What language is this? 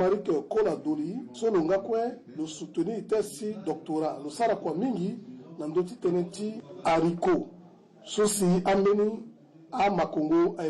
Sango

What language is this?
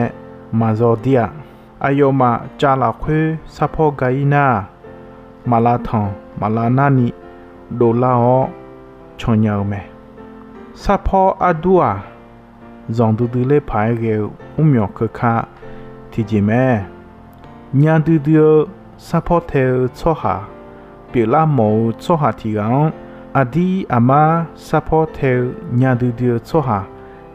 Akha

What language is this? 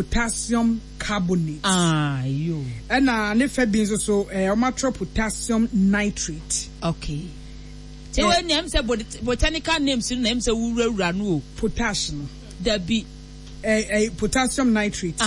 Akan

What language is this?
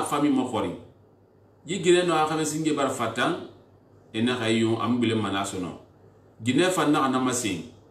Susu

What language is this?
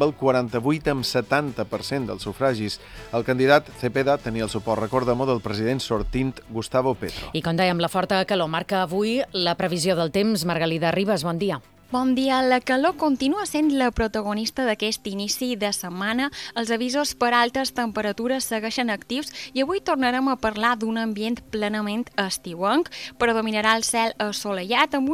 Catalan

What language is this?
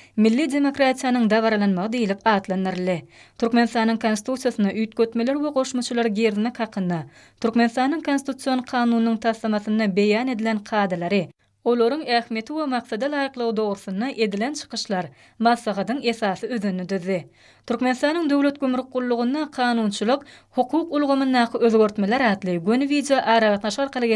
Turkmen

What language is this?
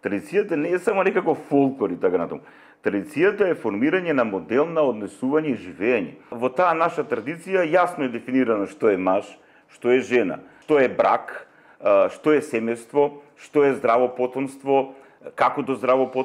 Macedonian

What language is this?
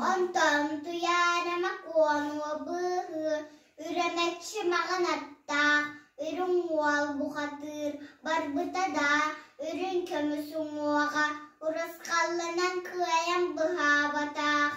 Yakut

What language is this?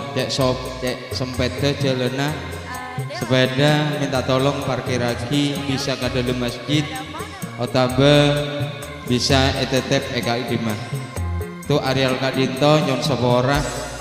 Madurese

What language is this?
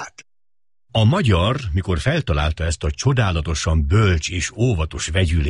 Hungarian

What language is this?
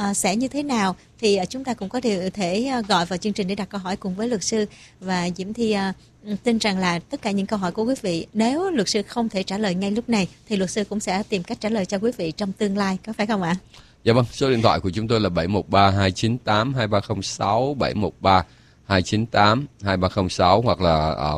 Vietnamese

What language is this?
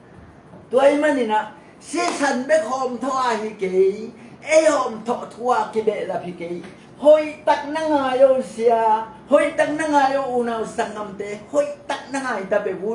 Tedim Chin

